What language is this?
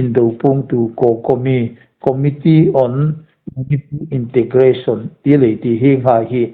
Hmar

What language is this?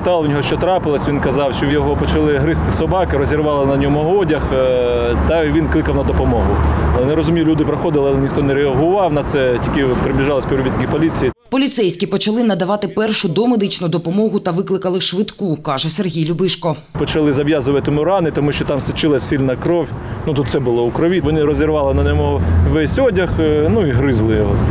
Ukrainian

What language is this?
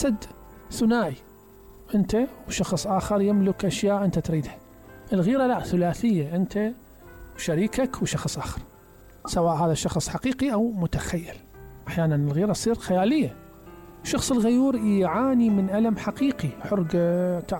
Mesopotamian Arabic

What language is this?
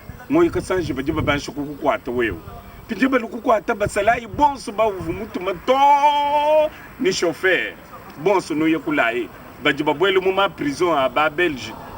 Luba-Lulua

